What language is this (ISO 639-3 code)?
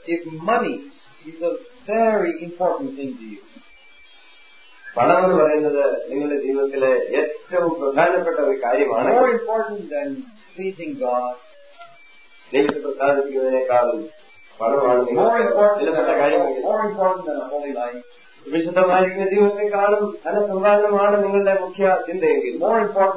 mal